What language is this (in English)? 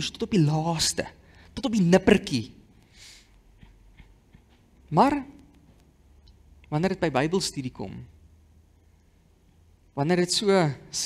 Afrikaans